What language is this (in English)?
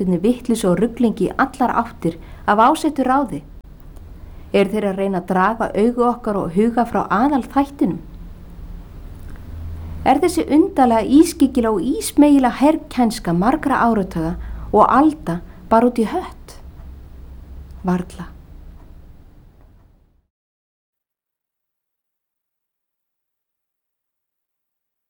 Icelandic